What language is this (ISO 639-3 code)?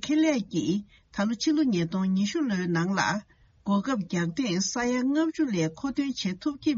bod